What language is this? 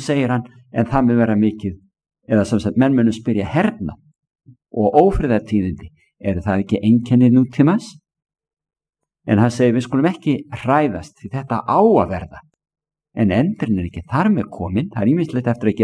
Icelandic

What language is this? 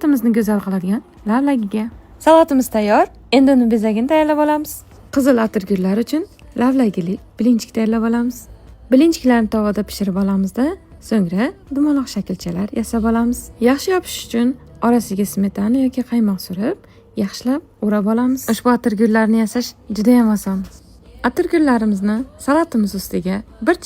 Uzbek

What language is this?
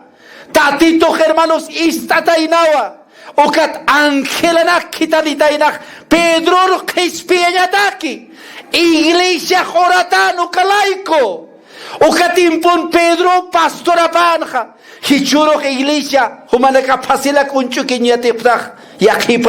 Aymara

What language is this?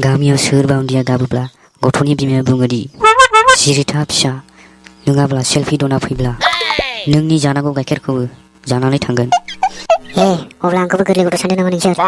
Bodo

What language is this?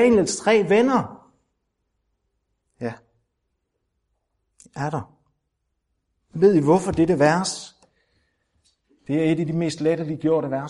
Danish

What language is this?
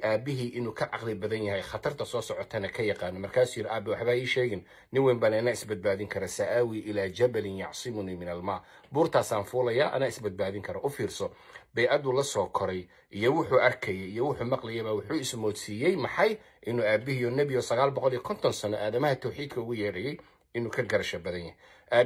Somali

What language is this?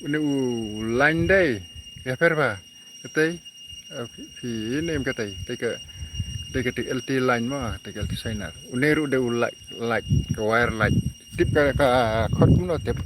Khasi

